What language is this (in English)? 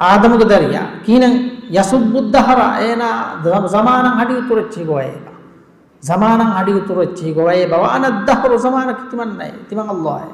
Divehi